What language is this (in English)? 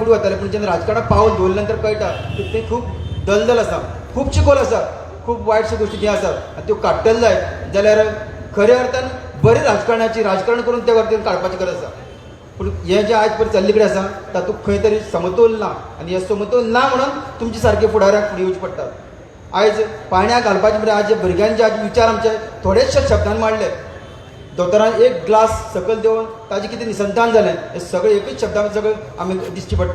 Konkani